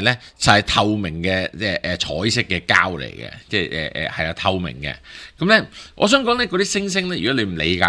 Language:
Cantonese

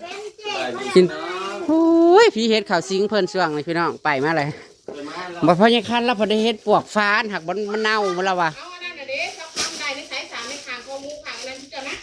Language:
Northeastern Thai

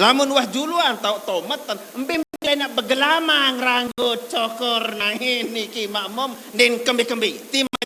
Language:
Sasak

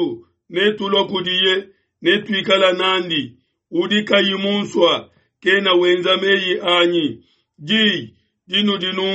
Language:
Luba-Lulua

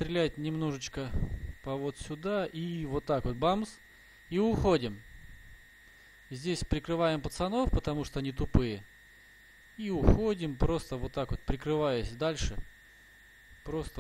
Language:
Russian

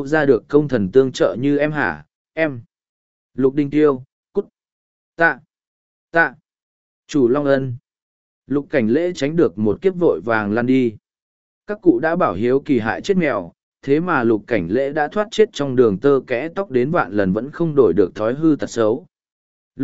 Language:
Vietnamese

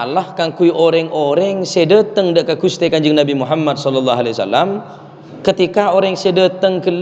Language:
Madurese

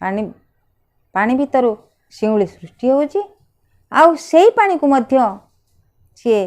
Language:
Odia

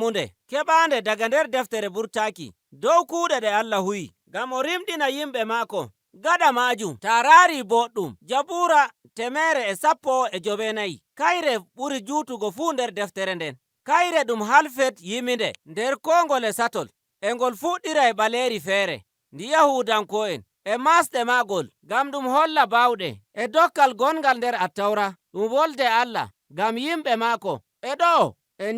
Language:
Nigerian Fulfulde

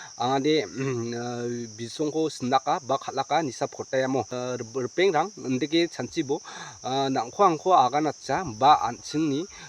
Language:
Garo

